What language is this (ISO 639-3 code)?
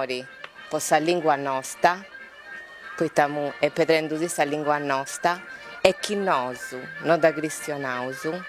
srd